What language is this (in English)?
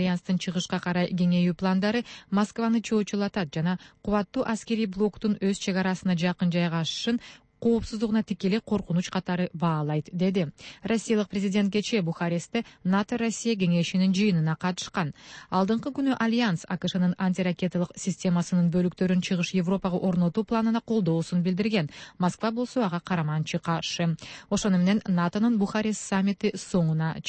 Kyrgyz